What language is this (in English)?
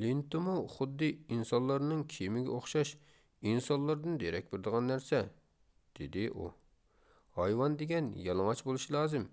Uyghur